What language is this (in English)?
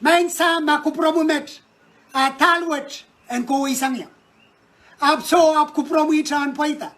Pohnpeian